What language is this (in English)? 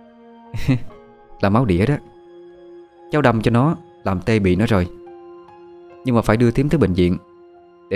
Vietnamese